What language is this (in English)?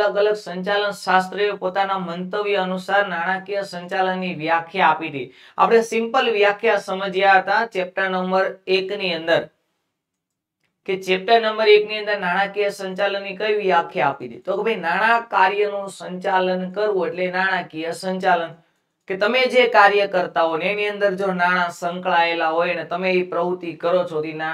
Gujarati